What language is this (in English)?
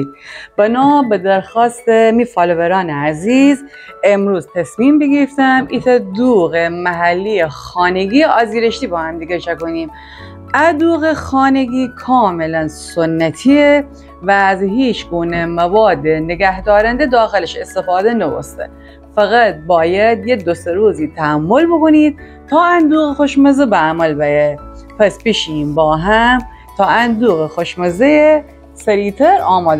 Gilaki